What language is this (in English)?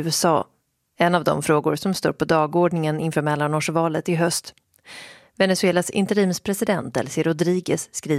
Swedish